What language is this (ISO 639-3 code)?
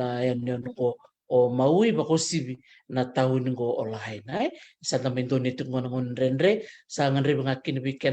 fij